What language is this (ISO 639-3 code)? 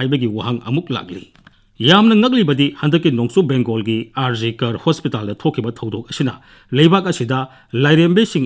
mni